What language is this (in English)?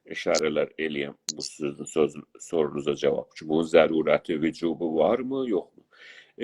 South Azerbaijani